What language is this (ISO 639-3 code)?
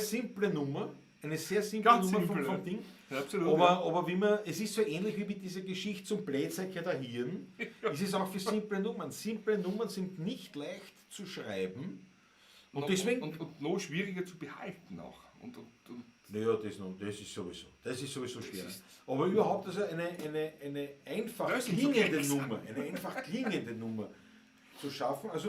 bar